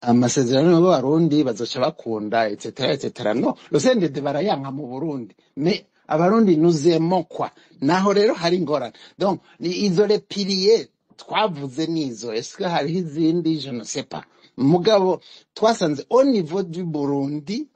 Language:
Rundi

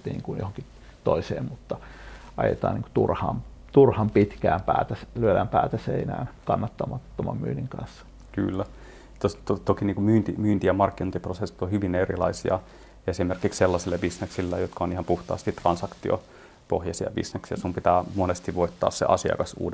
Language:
Finnish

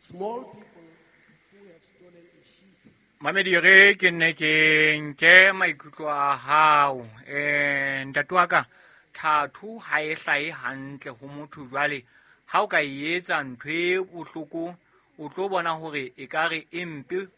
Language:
Southern Sotho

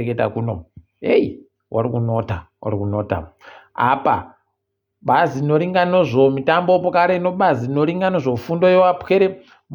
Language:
Ndau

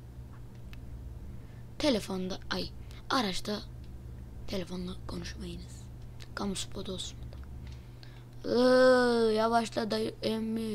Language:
Turkish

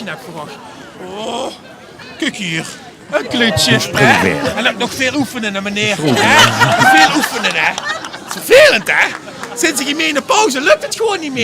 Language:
Limburgish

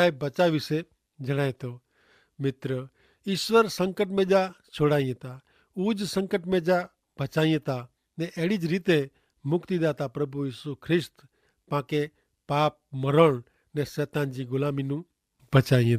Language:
Kachhi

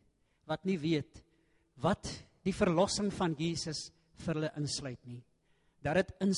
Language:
Afrikaans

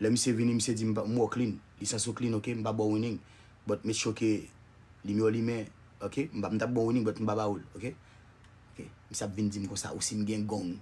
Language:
Haitian Creole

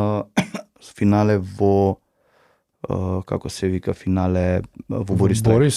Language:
Macedonian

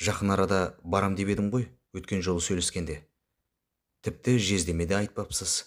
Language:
Kazakh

